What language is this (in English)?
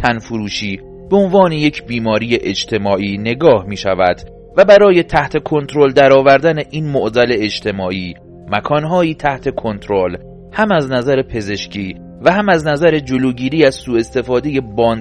Persian